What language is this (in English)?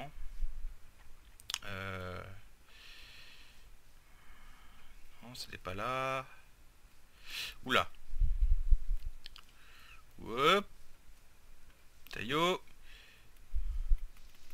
French